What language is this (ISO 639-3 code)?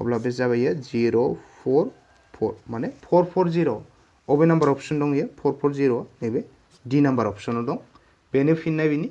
brx